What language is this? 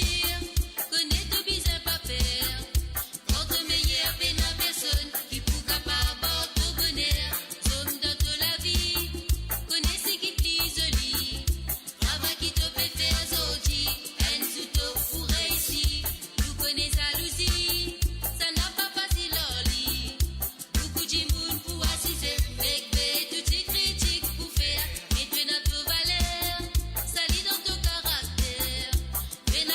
Morisyen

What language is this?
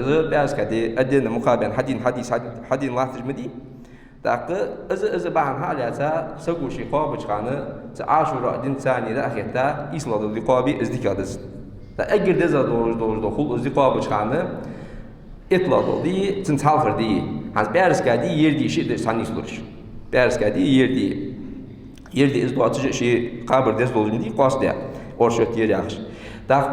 Ingush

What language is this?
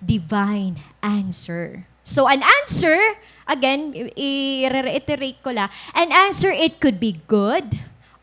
Waray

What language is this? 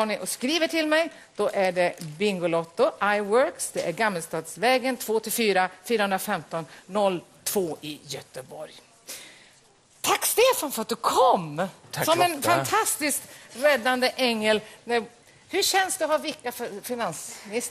Swedish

